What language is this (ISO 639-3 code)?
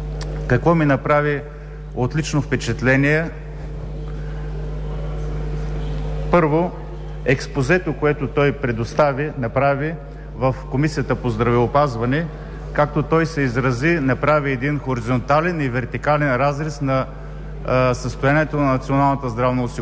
bul